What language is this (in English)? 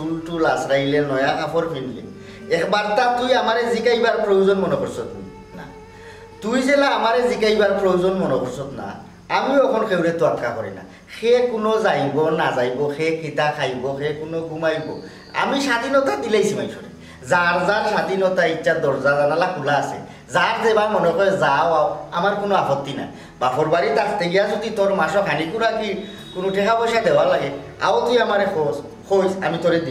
Sylheti